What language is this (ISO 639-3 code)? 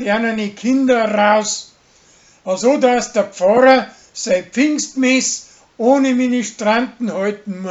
bar